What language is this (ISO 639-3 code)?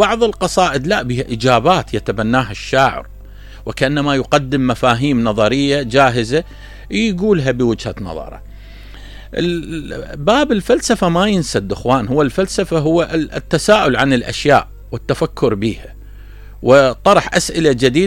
acm